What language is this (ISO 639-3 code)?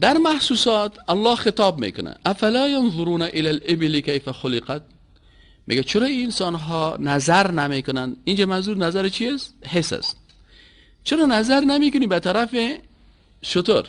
fas